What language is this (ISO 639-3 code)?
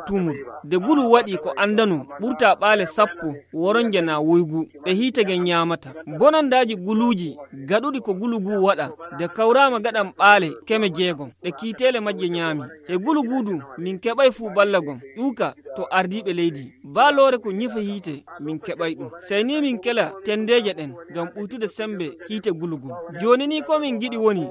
fuv